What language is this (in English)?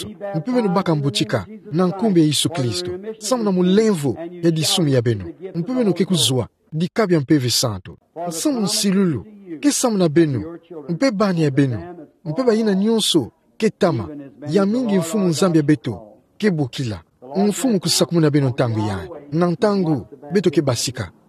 Kituba (Democratic Republic of Congo)